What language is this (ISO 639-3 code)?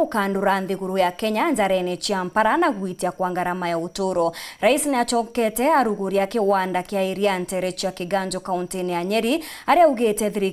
mer